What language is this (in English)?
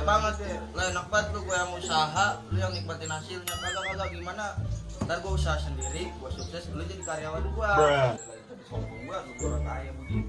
Betawi